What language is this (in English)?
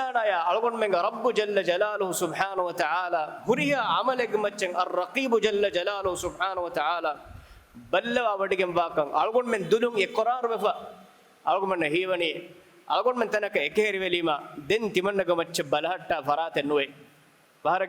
Divehi